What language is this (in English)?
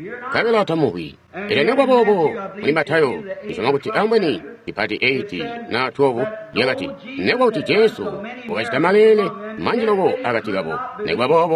Tonga (Zambia)